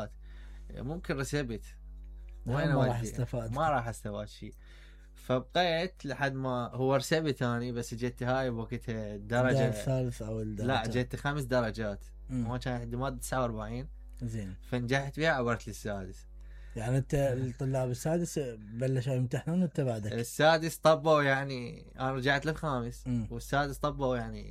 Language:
Mesopotamian Arabic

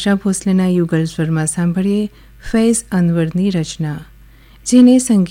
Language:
Gujarati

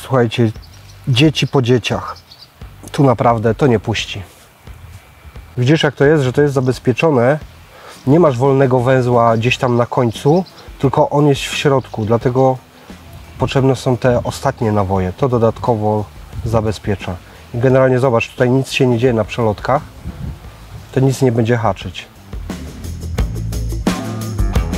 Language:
Polish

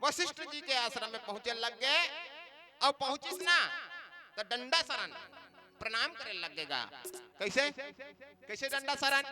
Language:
Chhattisgarhi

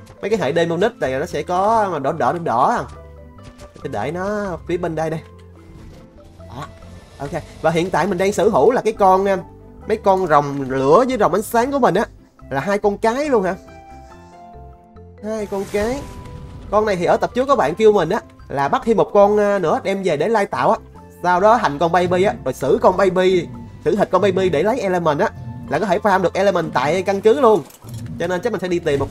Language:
Vietnamese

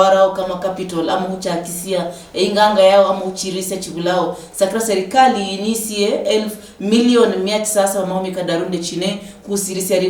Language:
Luyia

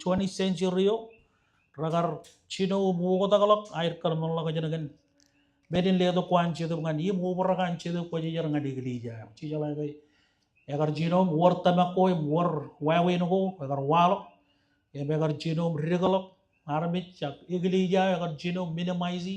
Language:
Marshallese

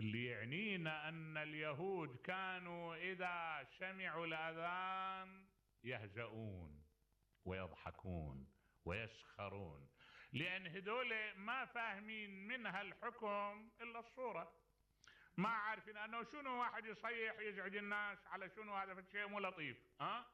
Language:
Mesopotamian Arabic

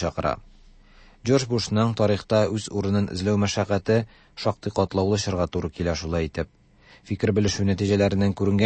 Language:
Tatar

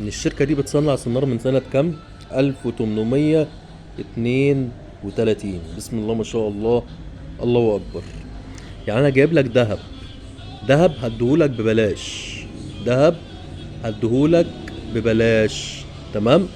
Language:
Egyptian Arabic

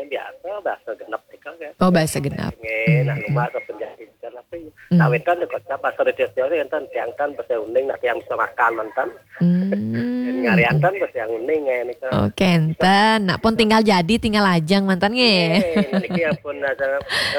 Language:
Balinese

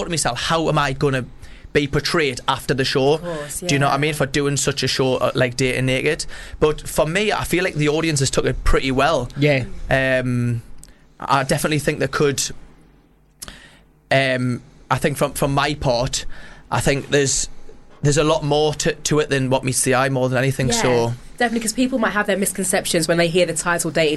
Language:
English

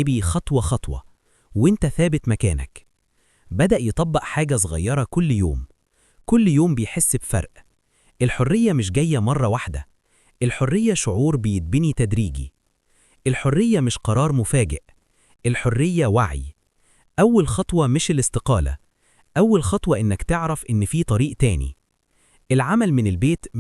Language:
Egyptian Arabic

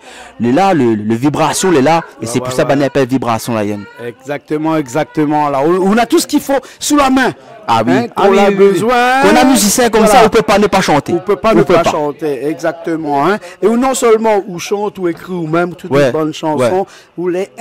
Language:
Réunion Creole French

